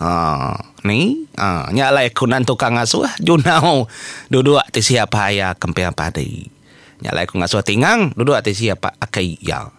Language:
Iban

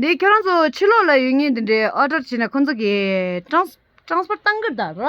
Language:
Tibetan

